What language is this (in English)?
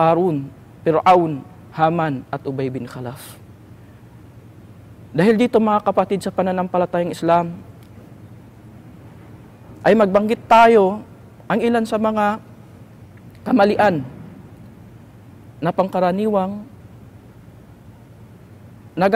Filipino